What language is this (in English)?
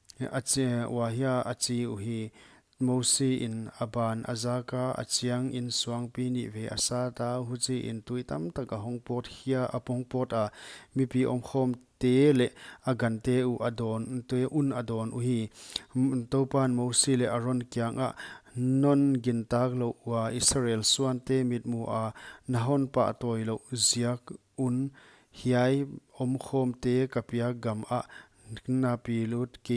Paite Chin